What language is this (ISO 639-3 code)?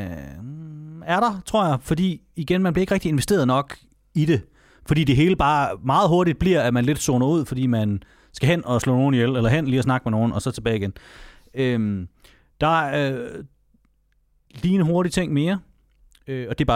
dan